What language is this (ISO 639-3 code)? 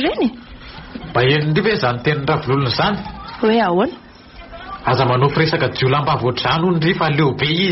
mlg